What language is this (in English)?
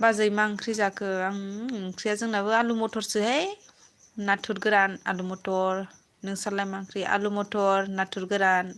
Bodo